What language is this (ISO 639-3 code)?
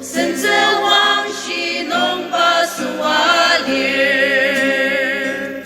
njo